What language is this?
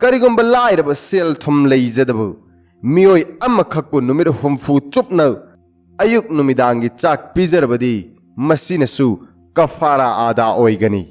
Manipuri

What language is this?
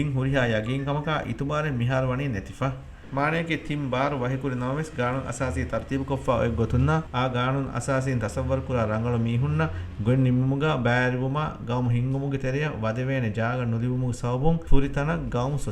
Divehi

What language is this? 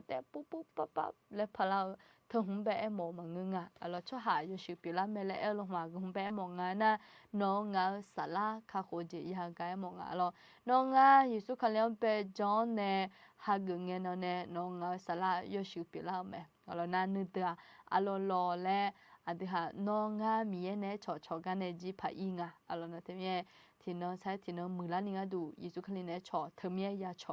Akha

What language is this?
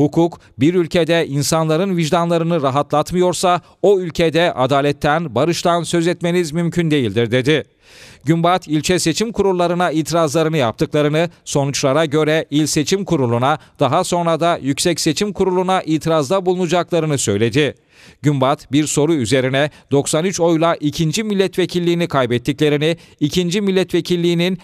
Turkish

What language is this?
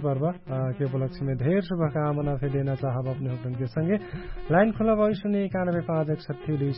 Dangaura Tharu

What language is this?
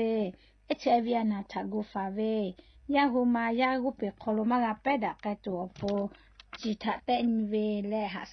Lahu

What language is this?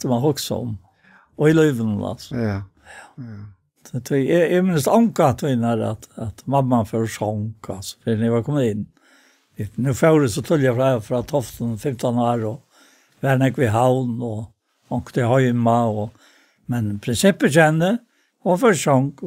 Faroese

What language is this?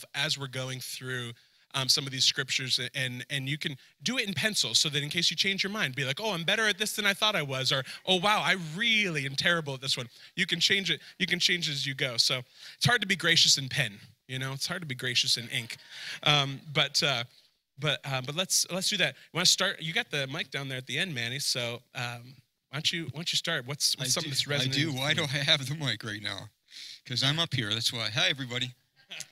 English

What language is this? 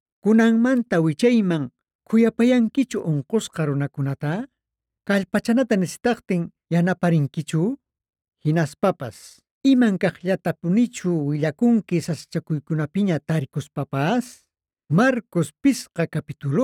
Quechua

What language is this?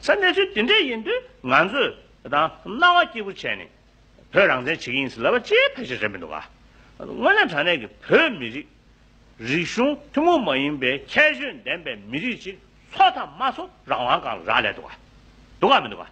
Tibetan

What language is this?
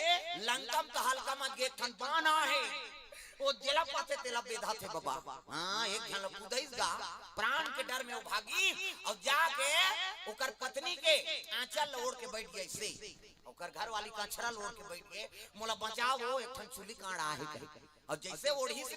Chhattisgarhi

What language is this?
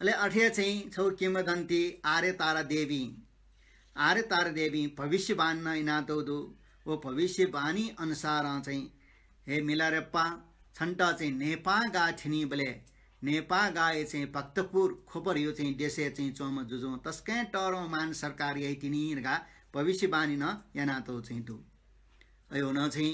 Newari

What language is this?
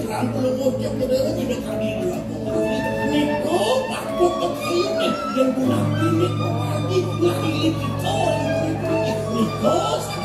Balinese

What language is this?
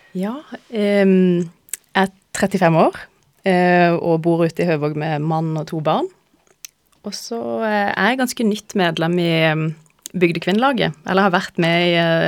Norwegian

